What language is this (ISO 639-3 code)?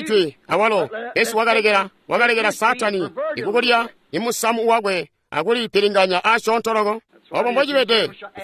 toi